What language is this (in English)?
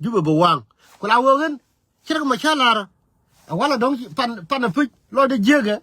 Nuer